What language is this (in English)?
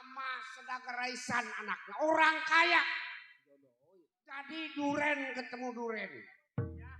Betawi